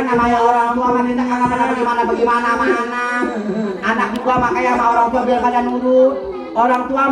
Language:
Betawi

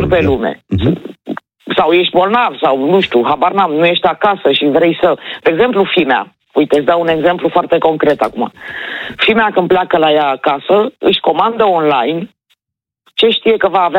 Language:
Romanian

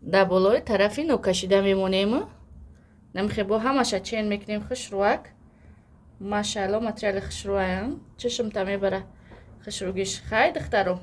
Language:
Tajik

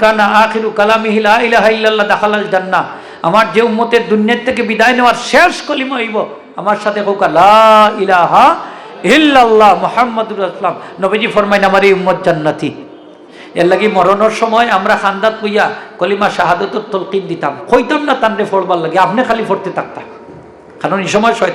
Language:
Sylheti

